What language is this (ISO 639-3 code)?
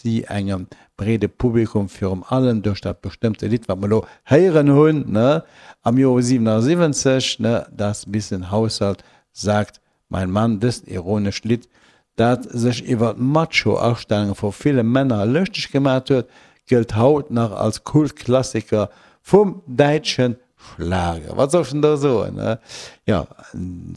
ltz